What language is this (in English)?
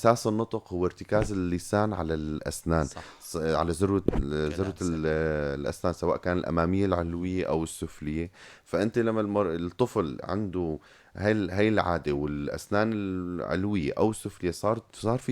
North Levantine Arabic